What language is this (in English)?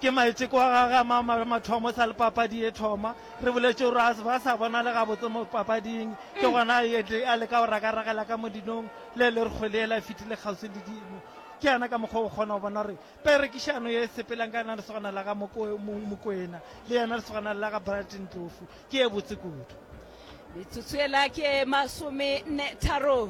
Northern Sotho